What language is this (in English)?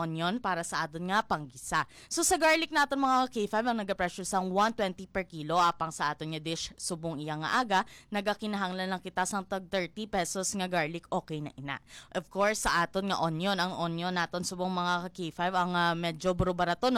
Hiligaynon